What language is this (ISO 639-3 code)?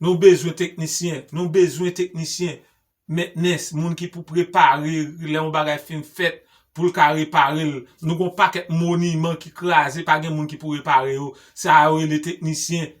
hat